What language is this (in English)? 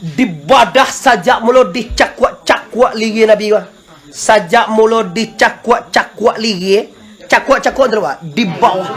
Minangkabau